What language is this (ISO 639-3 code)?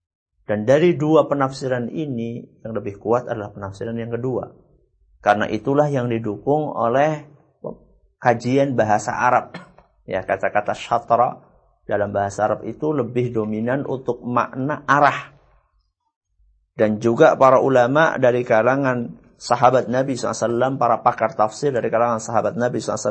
ind